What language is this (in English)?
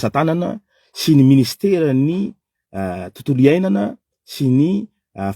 Malagasy